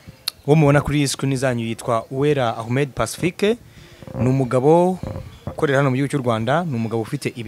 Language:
Kinyarwanda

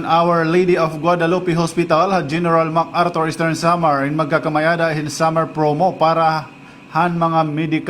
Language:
Waray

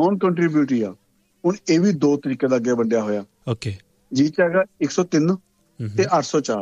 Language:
Punjabi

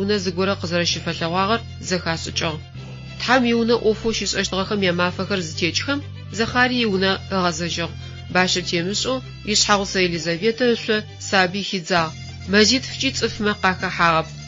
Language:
Adyghe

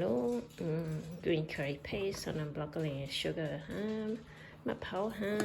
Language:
Hmong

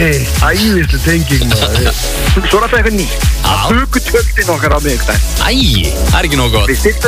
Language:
Icelandic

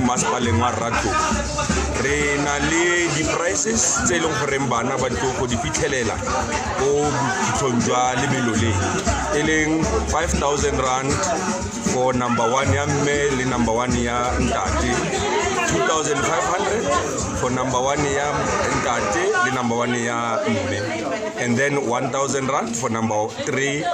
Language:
Tswana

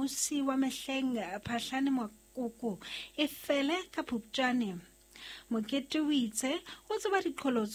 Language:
Southern Sotho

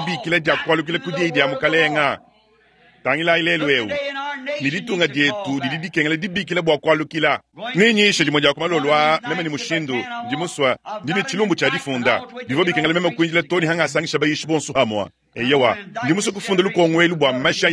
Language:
Luba-Lulua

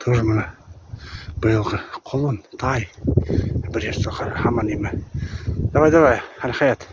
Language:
Bashkir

